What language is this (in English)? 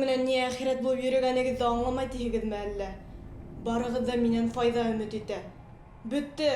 Bashkir